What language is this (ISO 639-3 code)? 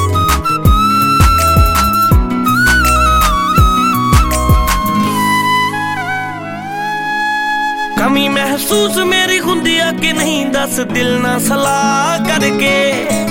pan